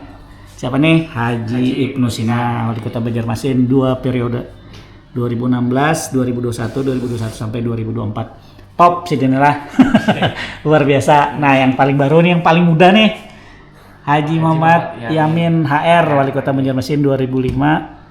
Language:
Banjar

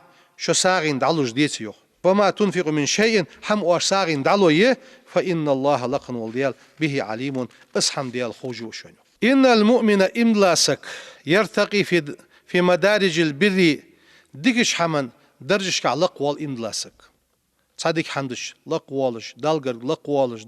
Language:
Ingush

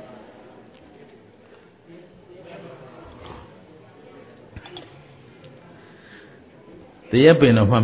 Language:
Burmese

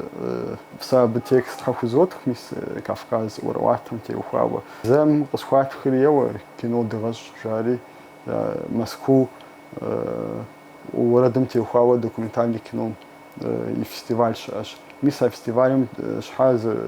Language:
Kabardian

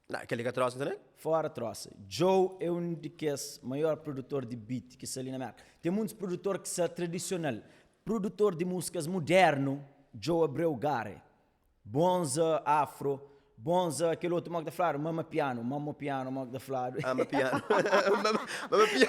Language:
Kabuverdianu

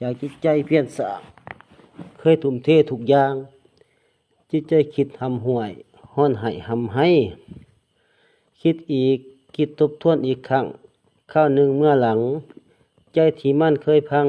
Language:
Lao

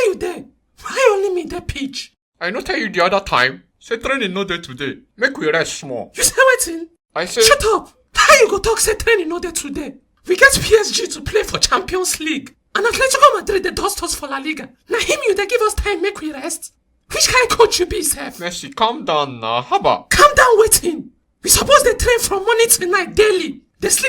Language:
Nigerian Pidgin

